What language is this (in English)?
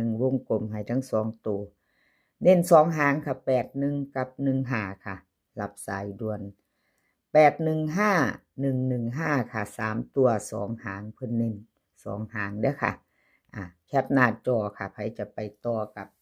Northeastern Thai